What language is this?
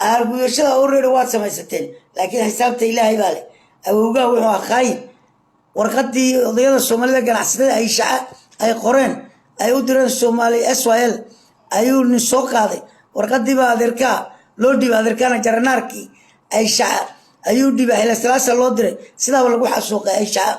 Somali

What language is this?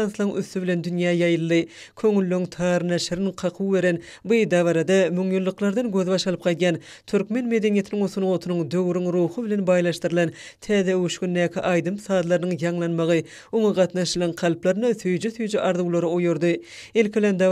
Turkmen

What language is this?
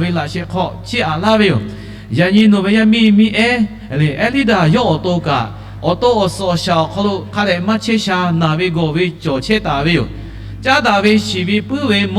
Lahu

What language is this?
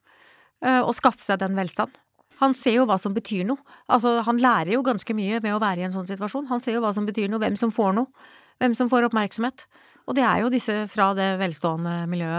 Norwegian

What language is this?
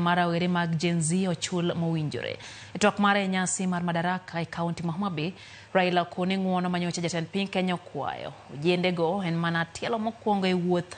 Luo (Kenya and Tanzania)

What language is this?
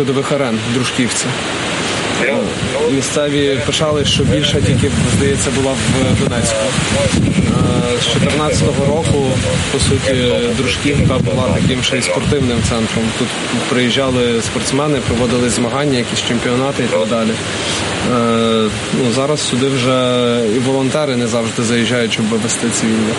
Ukrainian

